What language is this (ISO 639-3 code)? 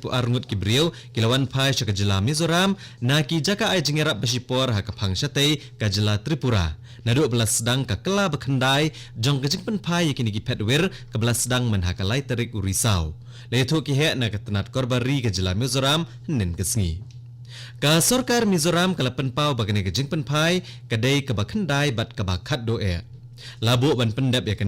kha